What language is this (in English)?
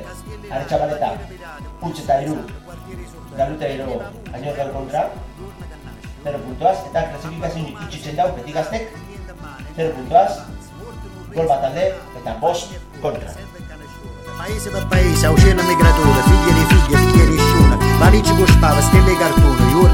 Basque